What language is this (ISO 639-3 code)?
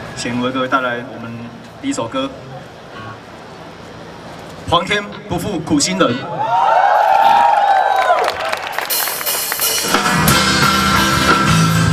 zho